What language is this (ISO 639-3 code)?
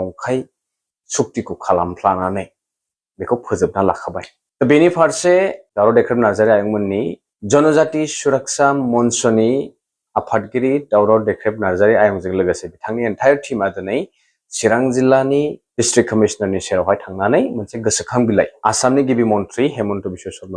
brx